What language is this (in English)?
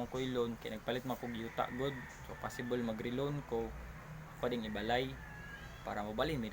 Cebuano